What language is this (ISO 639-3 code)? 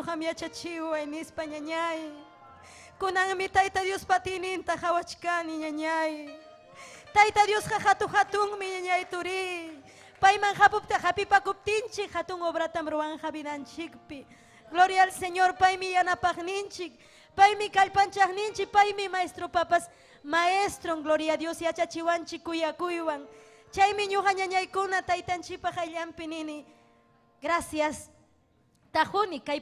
quy